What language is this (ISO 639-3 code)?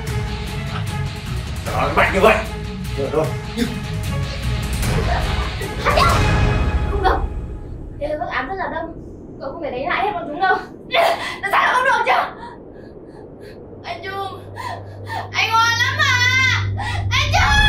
vie